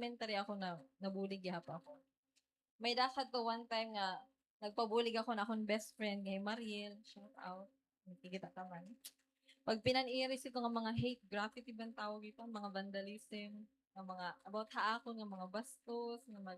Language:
Waray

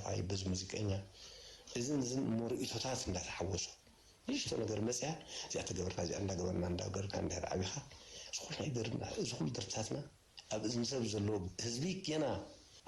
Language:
Tigrinya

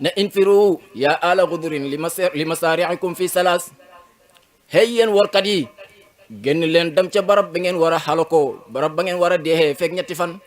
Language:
Wolof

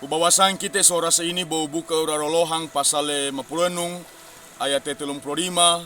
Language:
Sangir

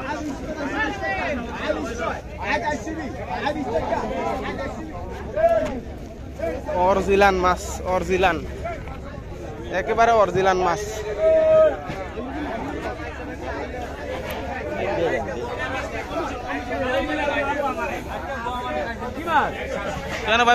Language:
Bangla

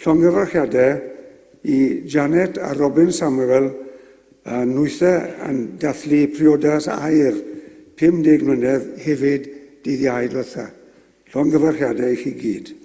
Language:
Welsh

